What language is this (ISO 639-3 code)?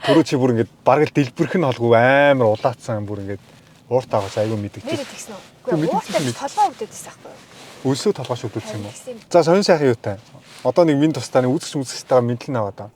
mon